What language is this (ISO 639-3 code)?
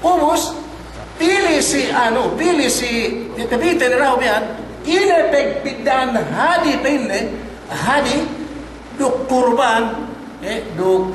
yka